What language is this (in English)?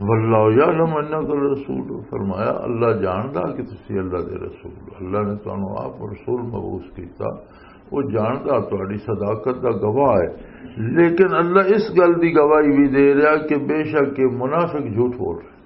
Western Panjabi